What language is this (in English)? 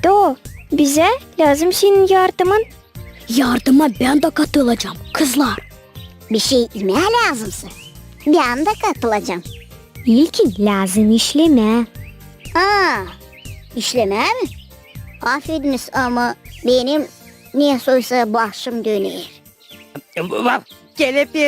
Gagauz